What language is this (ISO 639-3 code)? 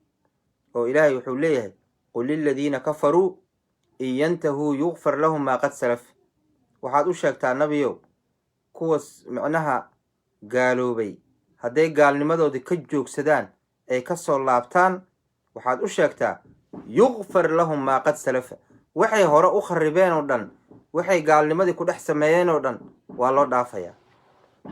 som